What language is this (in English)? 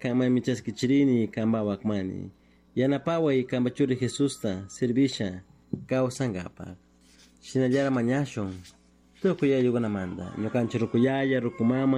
Chimborazo Highland Quichua